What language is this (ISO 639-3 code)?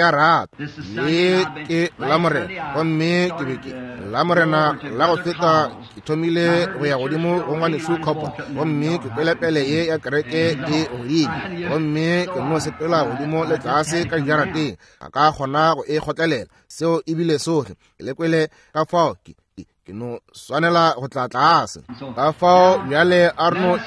nso